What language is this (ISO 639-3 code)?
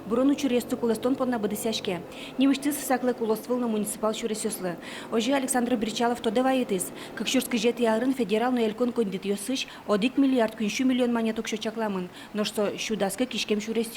udm